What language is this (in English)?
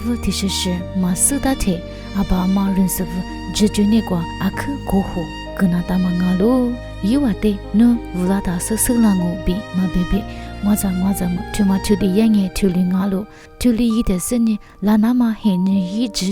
Lisu